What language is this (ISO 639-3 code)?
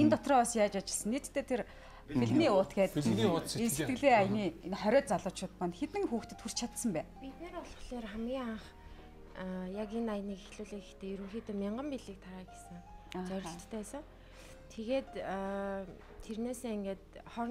mon